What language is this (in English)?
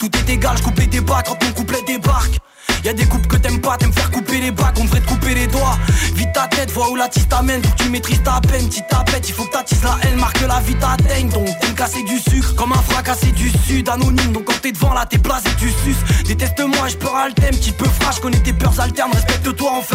French